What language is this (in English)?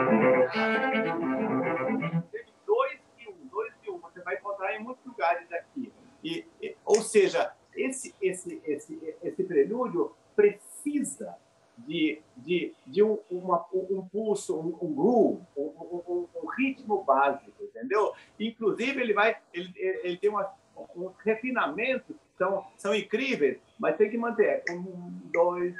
Portuguese